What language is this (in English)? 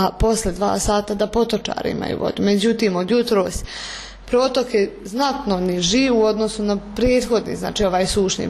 Bosnian